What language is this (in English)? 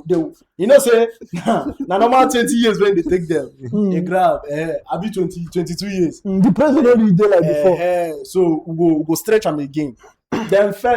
Nigerian Pidgin